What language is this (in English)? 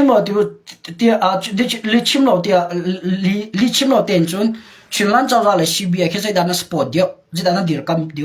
Hakha Chin